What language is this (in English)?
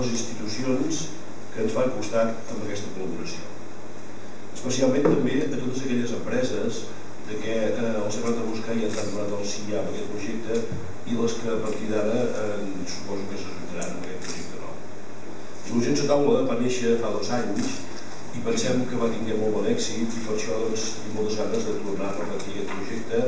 Catalan